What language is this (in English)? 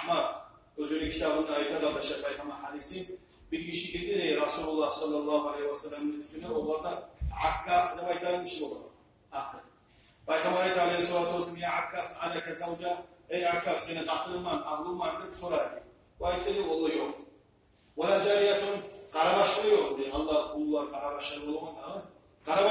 Kumyk